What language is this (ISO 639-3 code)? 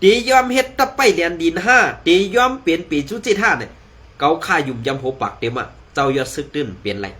shn